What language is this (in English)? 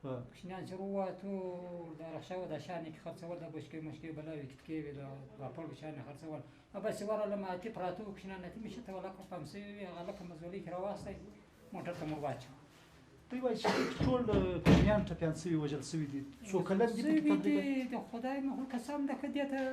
Pashto